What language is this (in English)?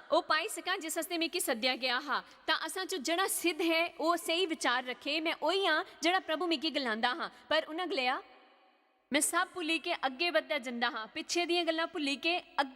Dogri